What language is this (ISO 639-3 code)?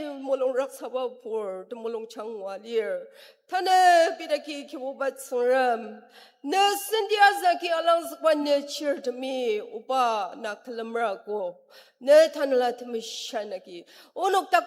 njo